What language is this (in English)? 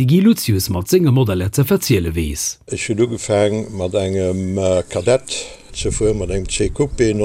Luxembourgish